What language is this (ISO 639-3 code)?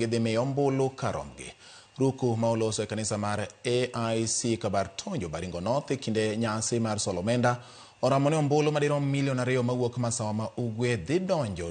luo